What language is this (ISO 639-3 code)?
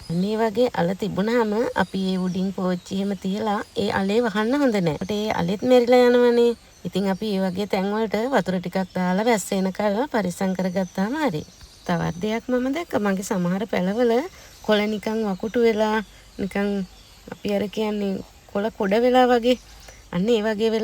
sin